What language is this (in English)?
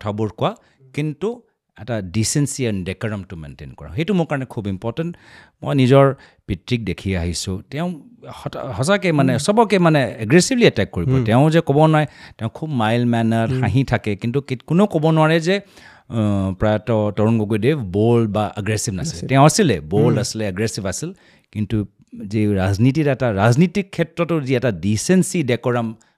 Assamese